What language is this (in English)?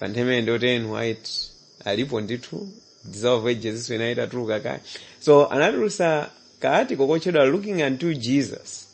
Nyanja